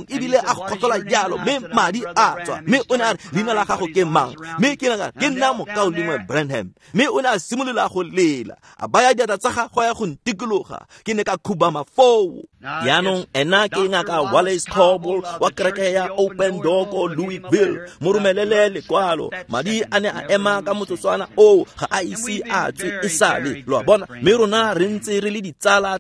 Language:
Tswana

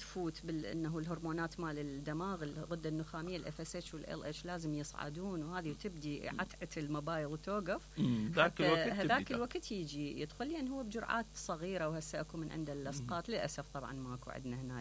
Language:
Mesopotamian Arabic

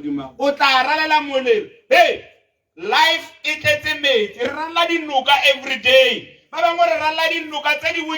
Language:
Tswana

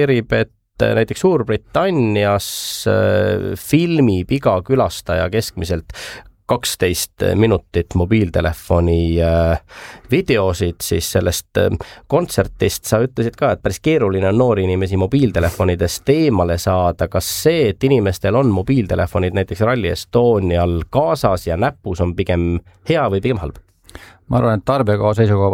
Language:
Estonian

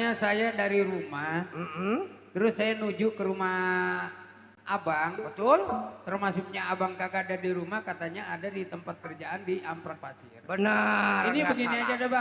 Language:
Betawi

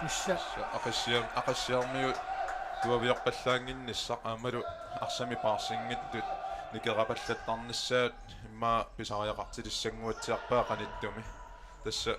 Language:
Kalaallisut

